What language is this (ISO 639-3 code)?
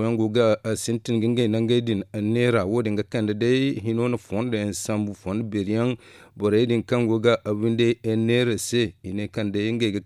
dje